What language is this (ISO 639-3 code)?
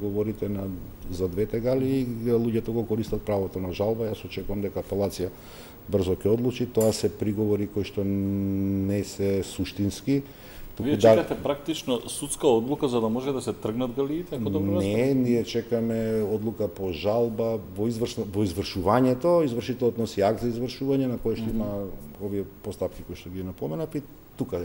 mkd